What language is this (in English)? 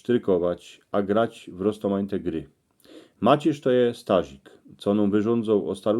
Silesian